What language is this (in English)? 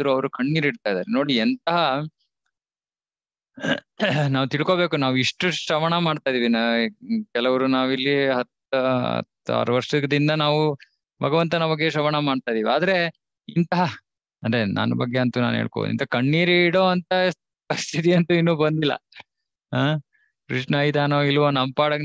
Kannada